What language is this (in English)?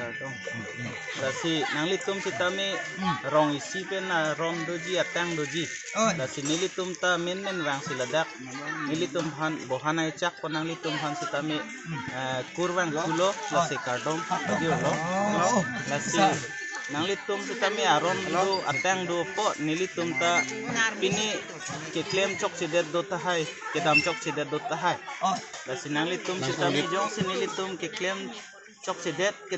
Karbi